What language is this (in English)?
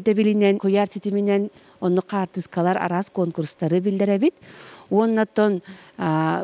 Yakut